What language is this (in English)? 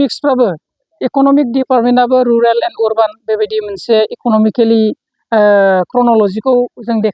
Bodo